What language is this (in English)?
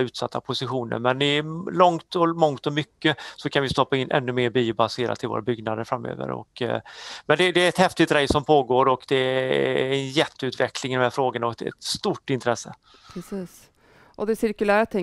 Swedish